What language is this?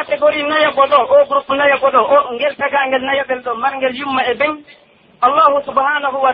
Pular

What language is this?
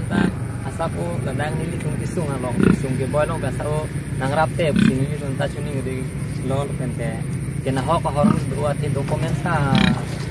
Karbi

